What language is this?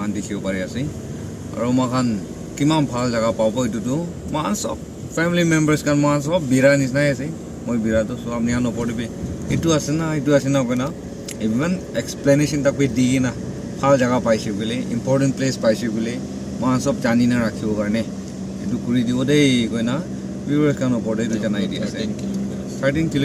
Naga Pidgin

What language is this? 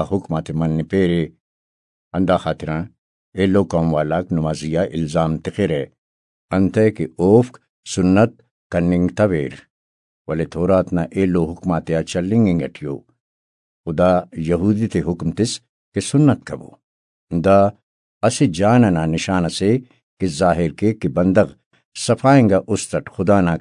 Brahui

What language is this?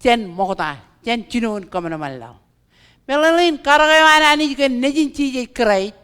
Marshallese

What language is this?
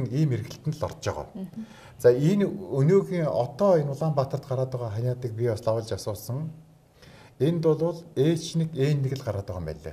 Mongolian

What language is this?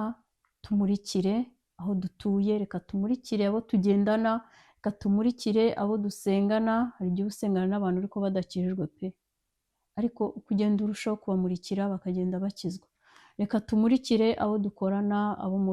Kinyarwanda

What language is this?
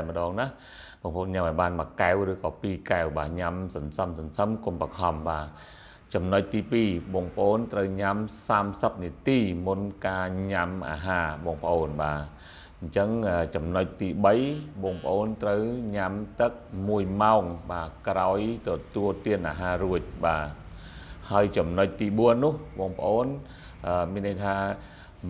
Khmer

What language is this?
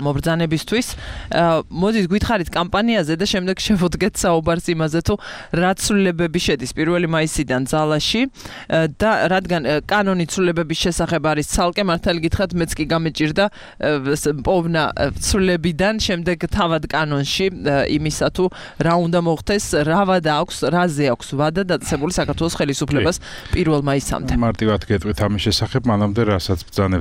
Georgian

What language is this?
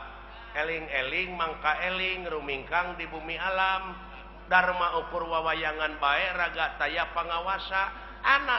Sundanese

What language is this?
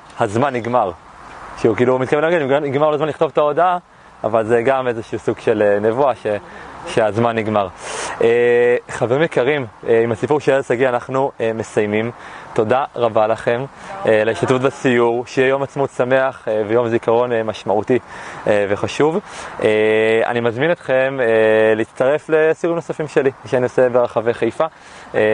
Hebrew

